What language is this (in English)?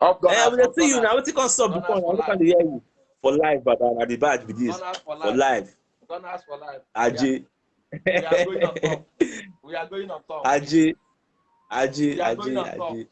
Nigerian Pidgin